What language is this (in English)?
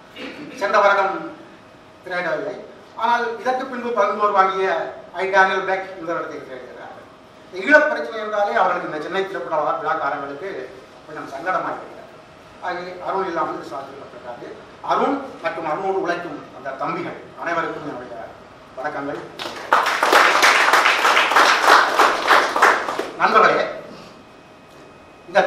Tamil